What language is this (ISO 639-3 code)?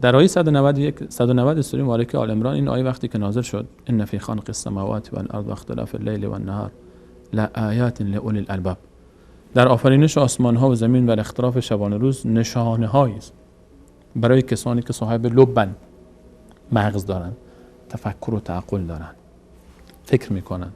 fas